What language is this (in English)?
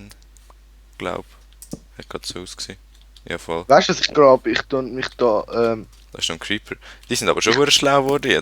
Swiss German